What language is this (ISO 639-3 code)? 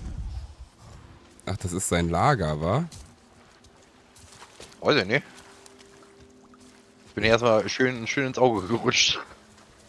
deu